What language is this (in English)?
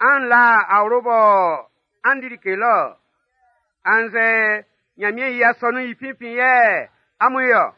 Baoulé